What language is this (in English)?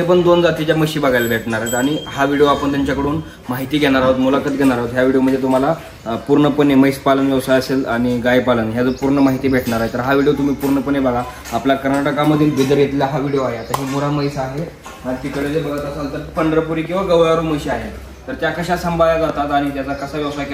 Marathi